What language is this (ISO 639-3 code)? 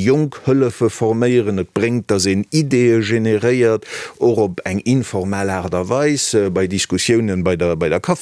ltz